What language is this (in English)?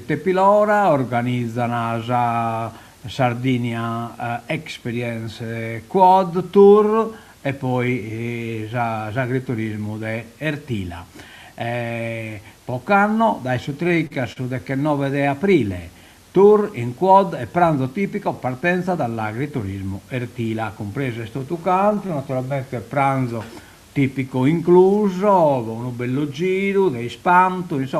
Sardinian